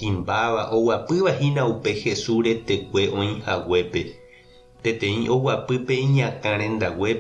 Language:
Guarani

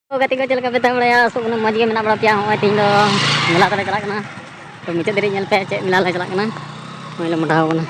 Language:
Santali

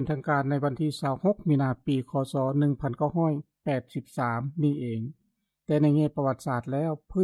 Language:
Lao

